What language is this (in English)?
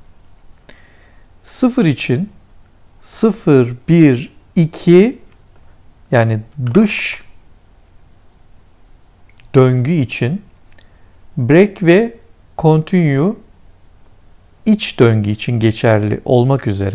Turkish